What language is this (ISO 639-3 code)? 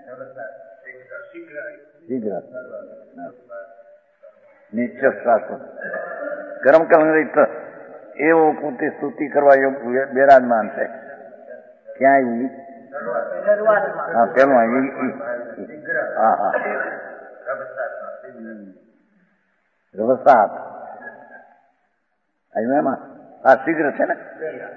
guj